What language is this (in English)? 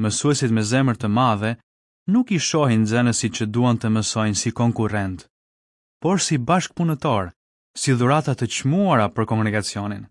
Albanian